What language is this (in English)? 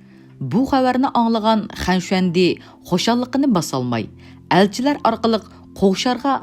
Uyghur